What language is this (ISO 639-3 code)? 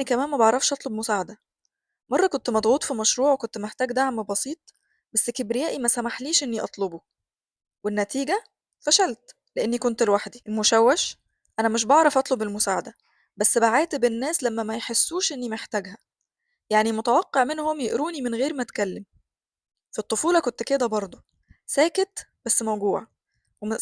arz